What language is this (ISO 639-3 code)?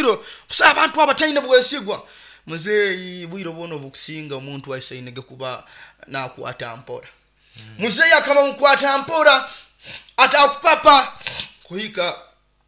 nyo